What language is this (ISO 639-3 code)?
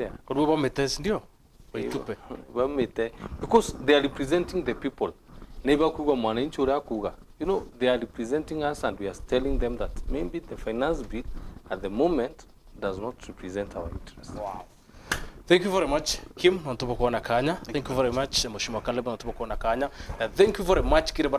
mer